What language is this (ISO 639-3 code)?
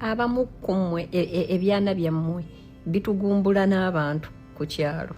lug